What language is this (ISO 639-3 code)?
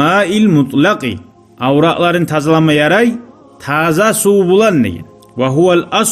kum